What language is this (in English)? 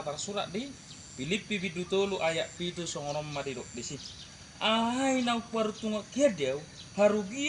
Batak Toba